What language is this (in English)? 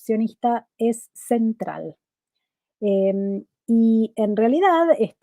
Ladino